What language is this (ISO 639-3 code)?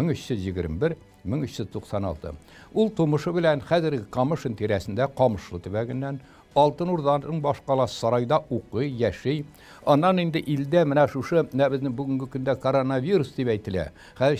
tat